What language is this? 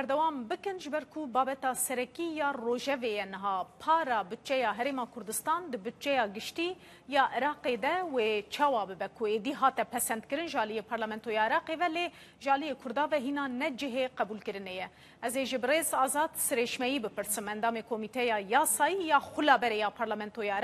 Central Kurdish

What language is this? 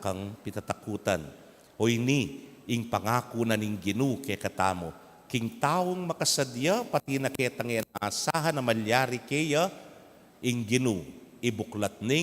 Pampanga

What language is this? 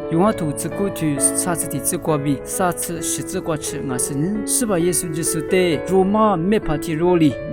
Lisu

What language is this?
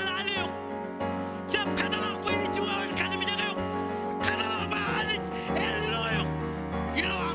Marshallese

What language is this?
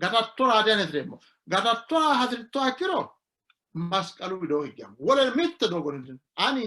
Sidamo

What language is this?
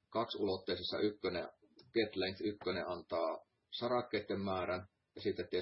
Finnish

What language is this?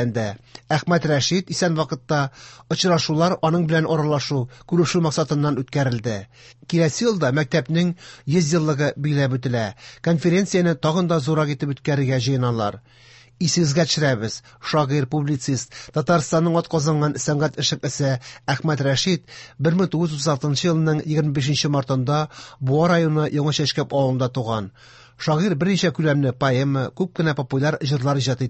Tatar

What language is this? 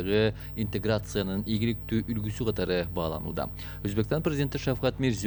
Kyrgyz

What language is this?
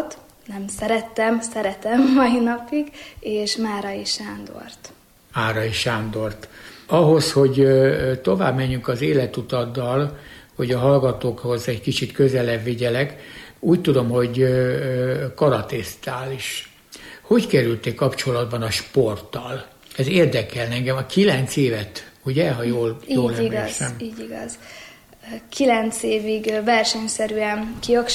Hungarian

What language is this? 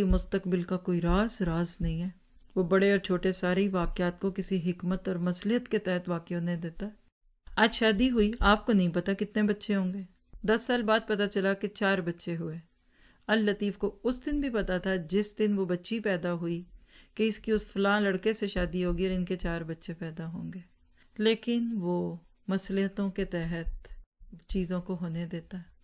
Urdu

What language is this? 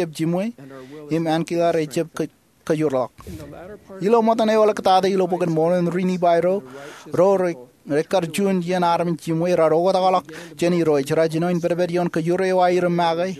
Marshallese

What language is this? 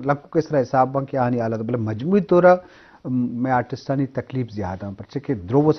Eastern Balochi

